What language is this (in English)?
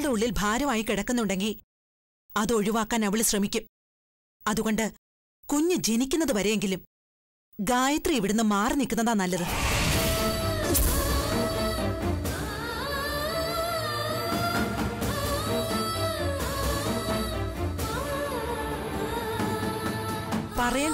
Malayalam